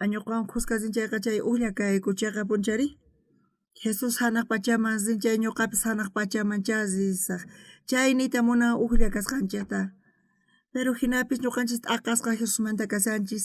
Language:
South Bolivian Quechua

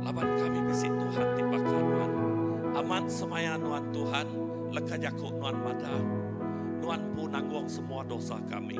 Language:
Iban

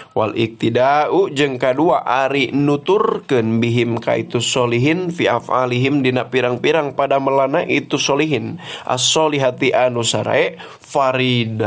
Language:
Sundanese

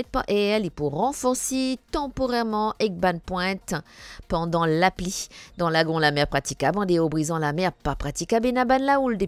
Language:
Morisyen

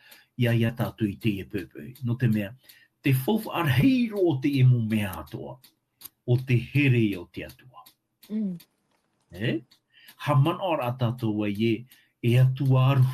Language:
Tahitian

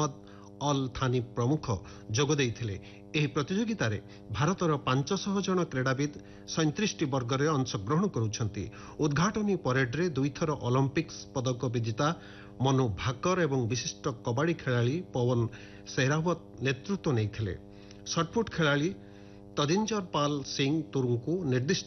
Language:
Odia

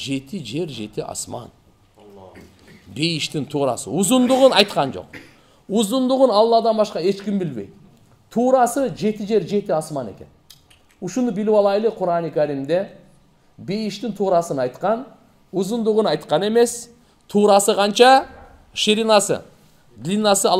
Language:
Kyrgyz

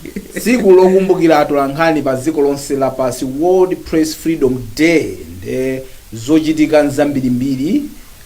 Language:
Nyanja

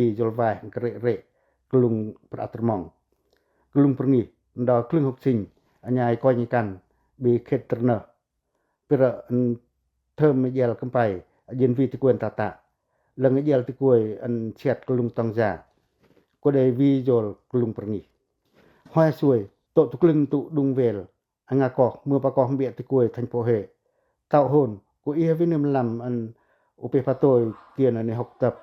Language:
Pacoh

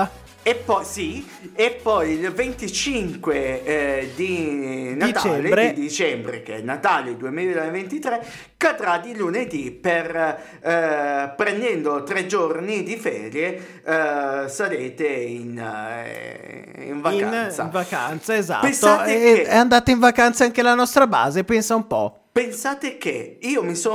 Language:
Italian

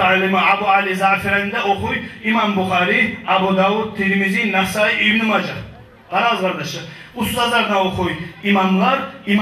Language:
Kumyk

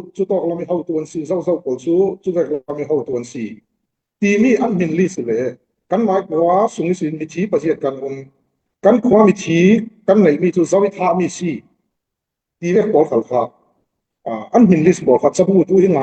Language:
Falam Chin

